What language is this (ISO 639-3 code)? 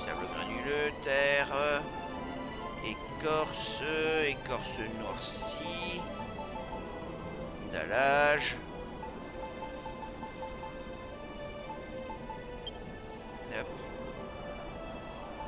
fra